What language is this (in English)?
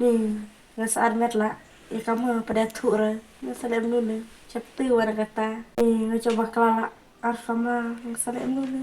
Khasi